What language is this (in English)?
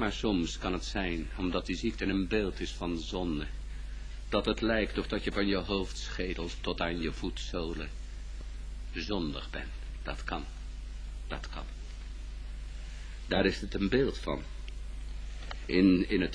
Dutch